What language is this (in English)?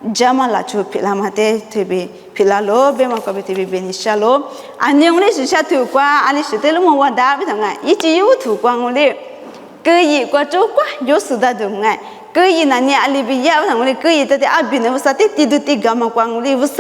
Lisu